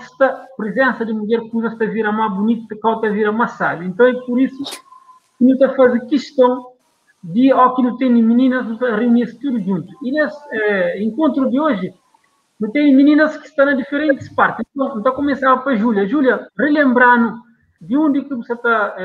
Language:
Kabuverdianu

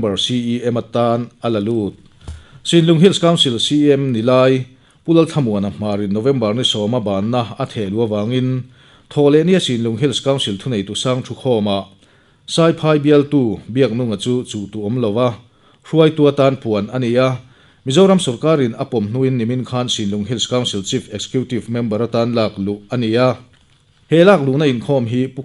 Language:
Mizo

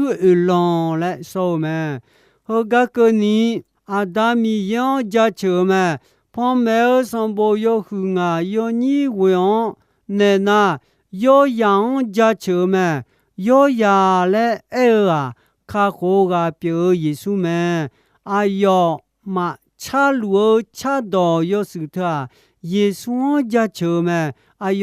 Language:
Akha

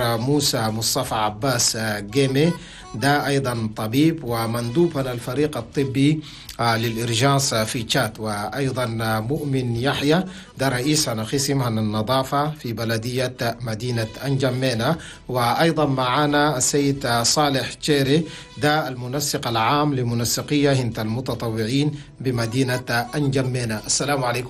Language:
Chadian Arabic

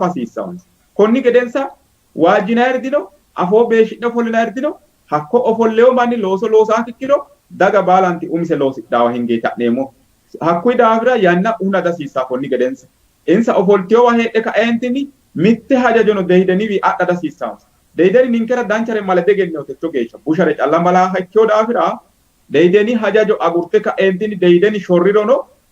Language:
Sidamo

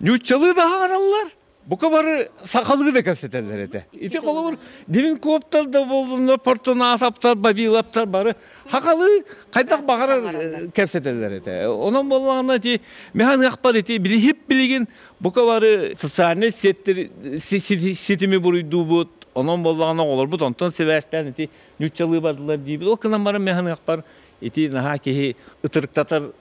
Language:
Yakut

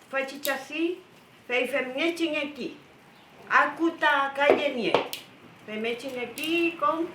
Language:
Mapuche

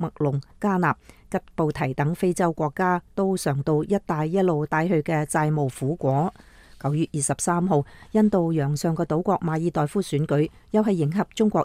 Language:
Cantonese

